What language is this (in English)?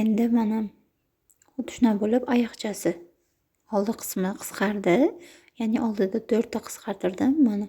Uzbek